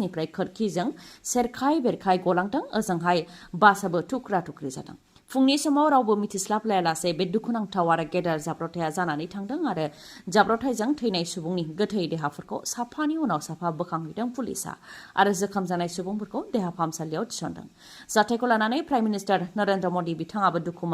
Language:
Bodo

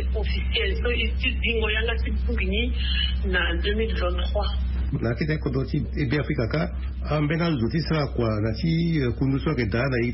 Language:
Sango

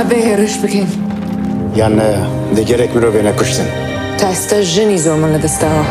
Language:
Kurdish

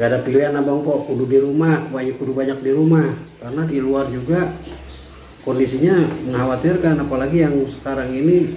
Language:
Betawi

